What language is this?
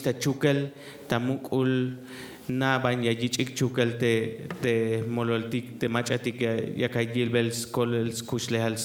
Tzeltal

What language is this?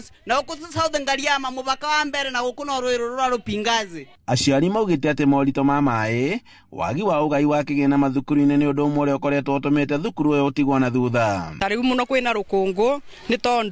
Kikuyu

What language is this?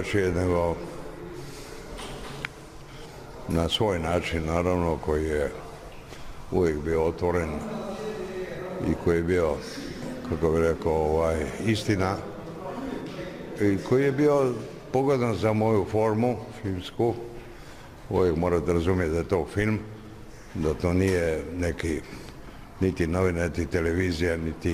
Serbian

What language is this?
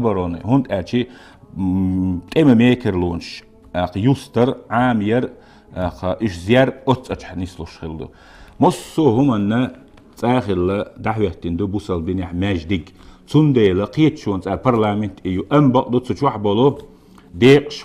Chechen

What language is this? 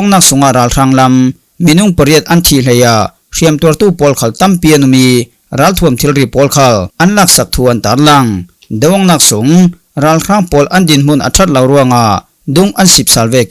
Falam Chin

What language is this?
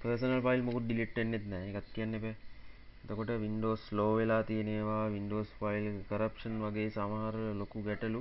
Sinhala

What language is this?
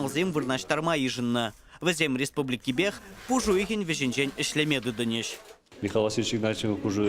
Chuvash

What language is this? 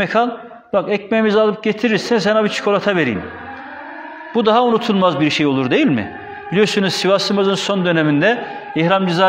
Turkish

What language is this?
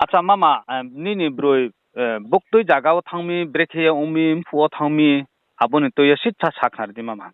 Riang (India)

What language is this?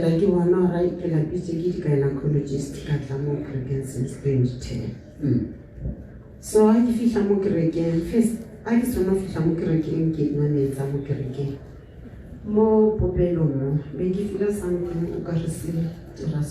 Southern Sotho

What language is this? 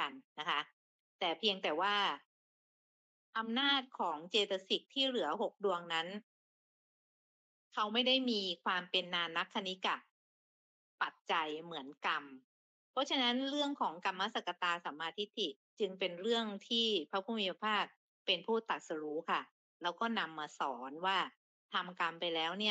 Thai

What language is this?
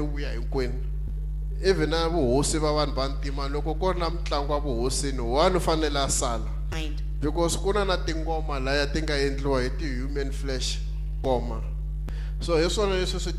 Tsonga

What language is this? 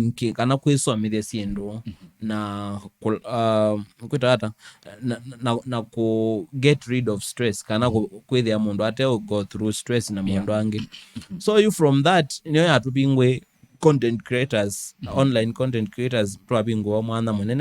Kamba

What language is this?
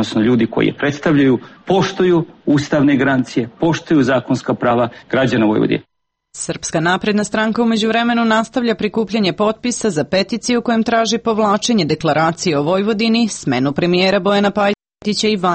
Serbian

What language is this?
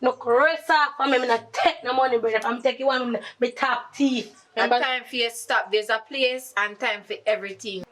Jamaican Creole English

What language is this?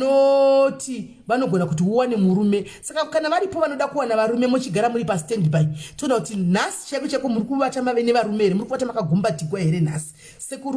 Shona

